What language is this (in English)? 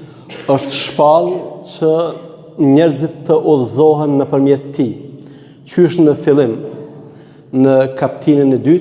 Albanian